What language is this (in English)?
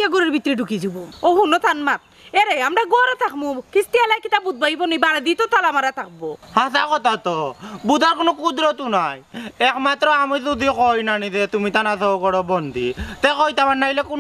Sylheti